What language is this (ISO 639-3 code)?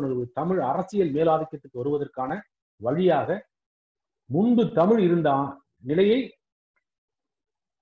tam